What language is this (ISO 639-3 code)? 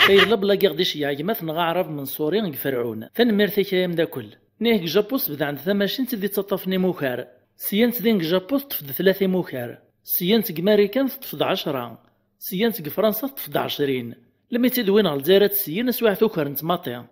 kab